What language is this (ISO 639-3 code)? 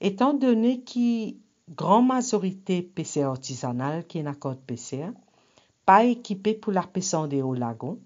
mfe